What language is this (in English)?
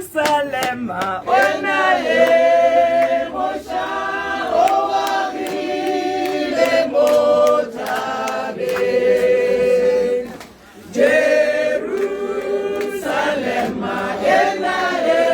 Tswana